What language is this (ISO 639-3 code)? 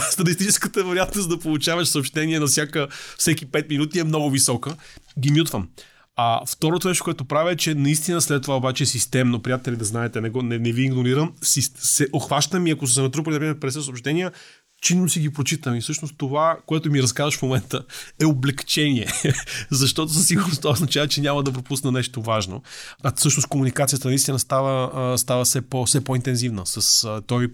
bul